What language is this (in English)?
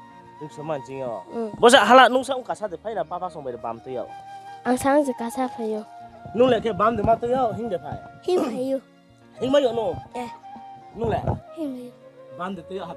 Riang (India)